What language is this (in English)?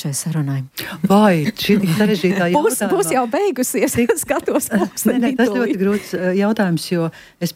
Latvian